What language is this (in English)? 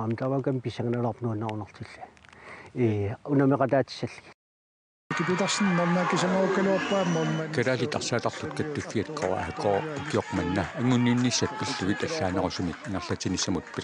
Kalaallisut